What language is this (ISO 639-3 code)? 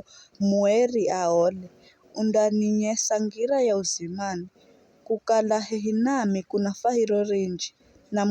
nyf